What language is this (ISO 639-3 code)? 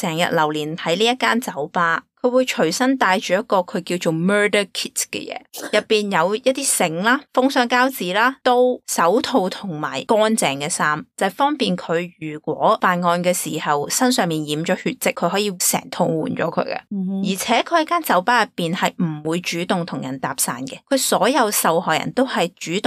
yue